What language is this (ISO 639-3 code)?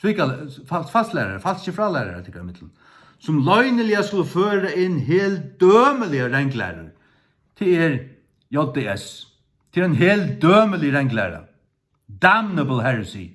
fao